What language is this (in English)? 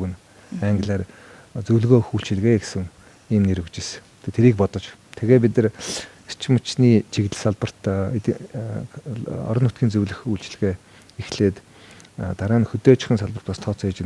Mongolian